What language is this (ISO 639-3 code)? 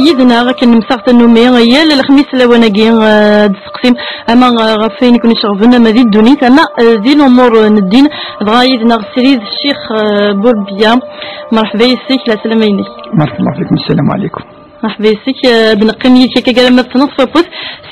kab